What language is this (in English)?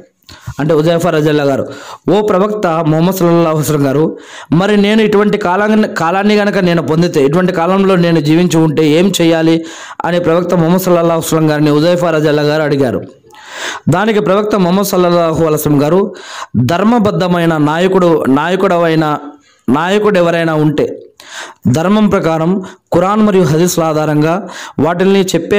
Telugu